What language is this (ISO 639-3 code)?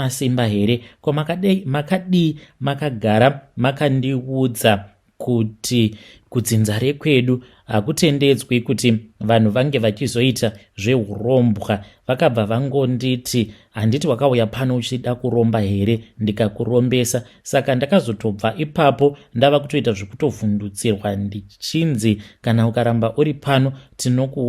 sna